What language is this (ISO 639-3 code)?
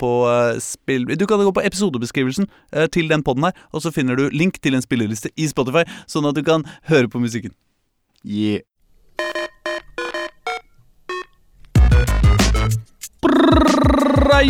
nor